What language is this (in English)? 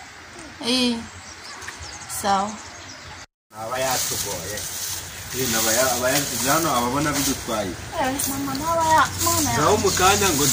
Kinyarwanda